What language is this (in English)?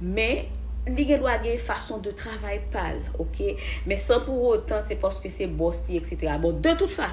Haitian Creole